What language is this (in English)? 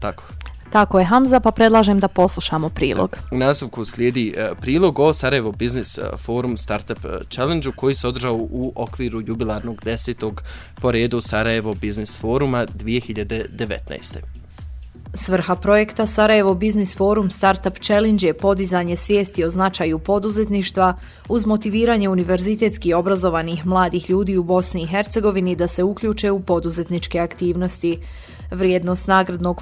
Bosnian